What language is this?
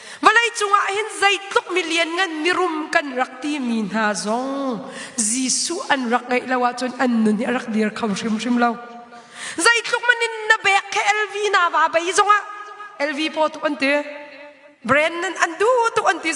Hakha Chin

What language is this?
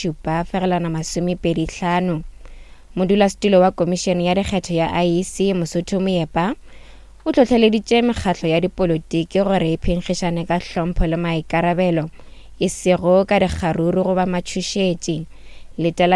Northern Sotho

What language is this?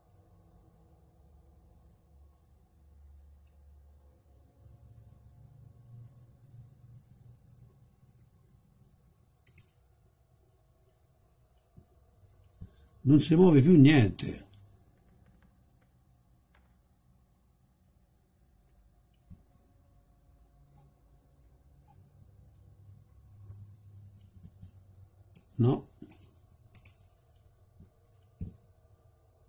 Italian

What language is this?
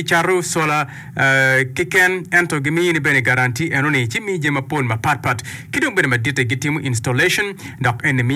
Acoli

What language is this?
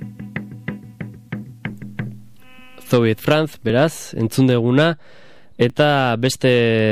Basque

